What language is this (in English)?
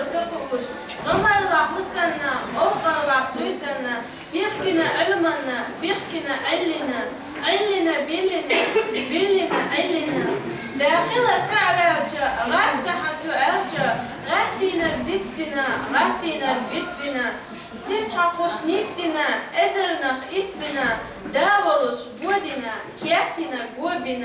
Chechen